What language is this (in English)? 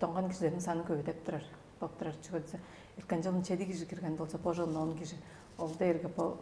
Tuvinian